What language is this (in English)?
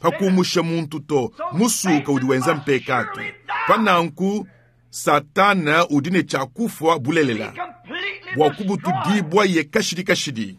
Luba-Lulua